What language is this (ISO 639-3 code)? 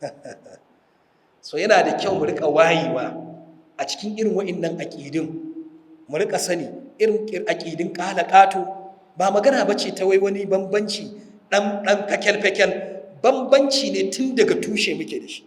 hau